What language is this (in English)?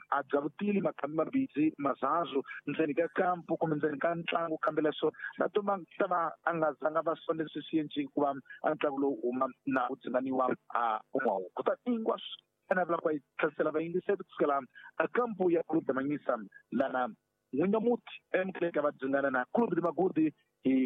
Tsonga